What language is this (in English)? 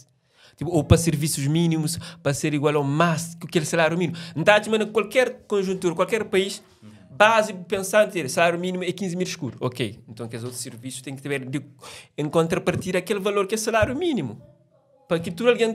Kabuverdianu